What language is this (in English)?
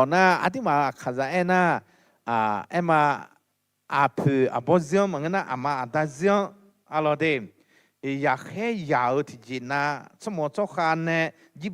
Akha